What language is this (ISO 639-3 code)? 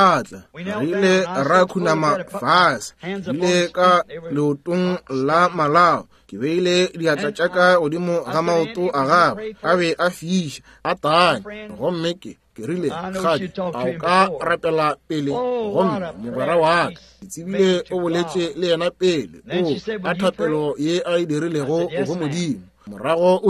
nso